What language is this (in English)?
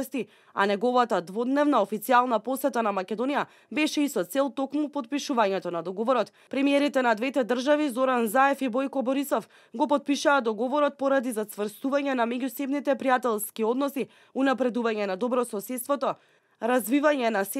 Macedonian